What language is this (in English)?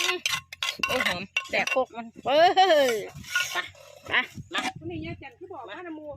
Northeastern Thai